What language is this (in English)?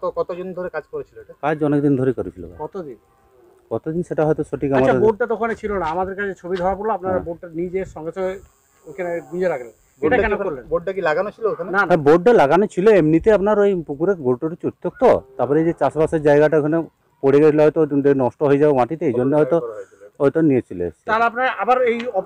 Bangla